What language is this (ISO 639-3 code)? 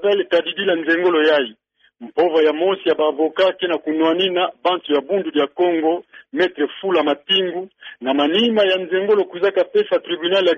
ktu